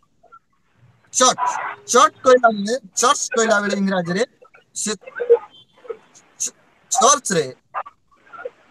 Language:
Odia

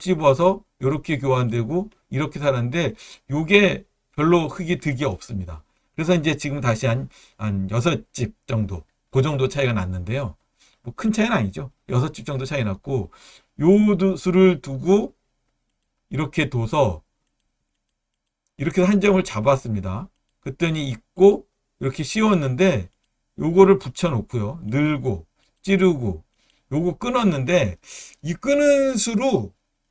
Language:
Korean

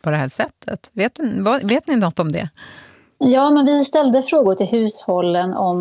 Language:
Swedish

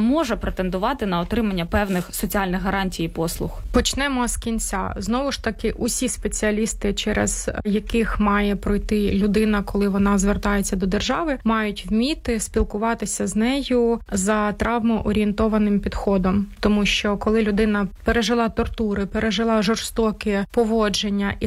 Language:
Ukrainian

